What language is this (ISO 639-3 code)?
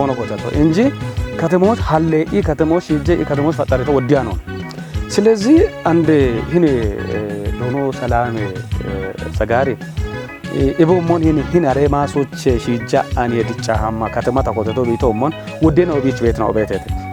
kbr